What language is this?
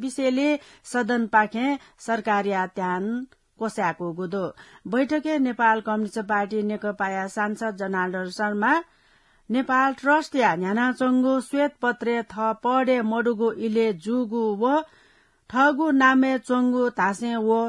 Newari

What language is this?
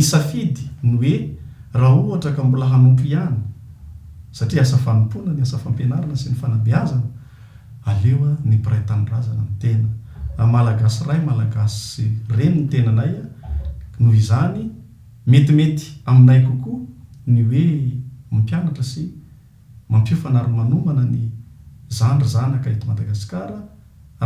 Malagasy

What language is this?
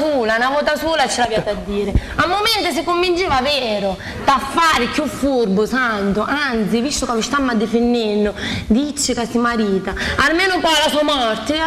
Sicilian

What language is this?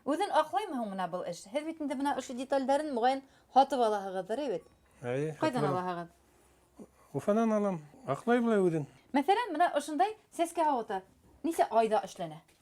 Bashkir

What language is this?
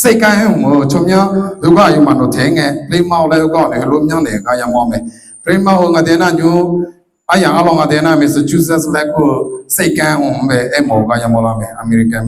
Akha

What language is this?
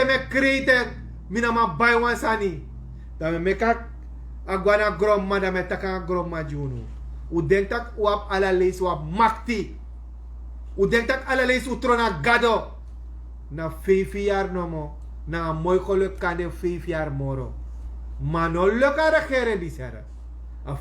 Sranan Tongo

